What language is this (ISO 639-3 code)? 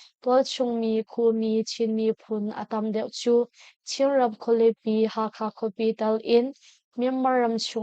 cnh